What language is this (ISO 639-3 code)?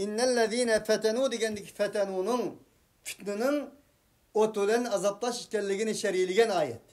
uig